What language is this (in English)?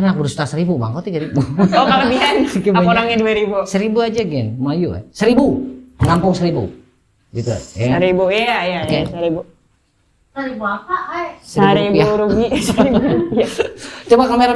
Banjar